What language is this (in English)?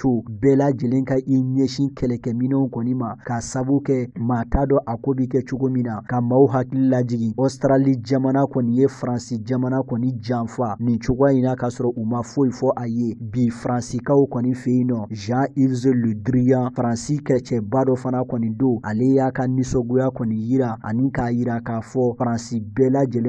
Bambara